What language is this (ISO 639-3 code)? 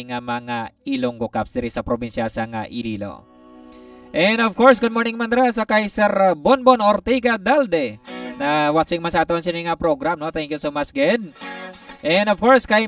hil